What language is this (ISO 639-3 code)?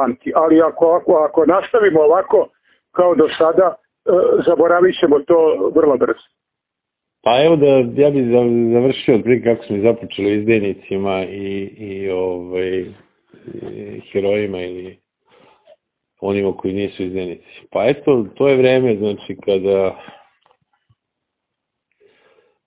srp